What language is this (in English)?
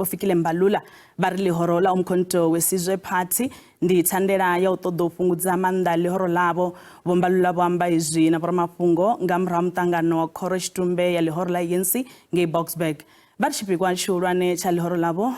Venda